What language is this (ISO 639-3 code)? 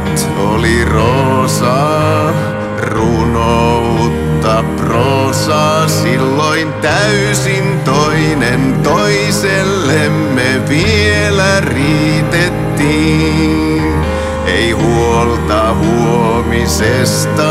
fin